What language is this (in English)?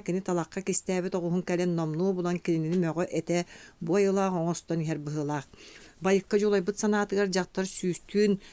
Yakut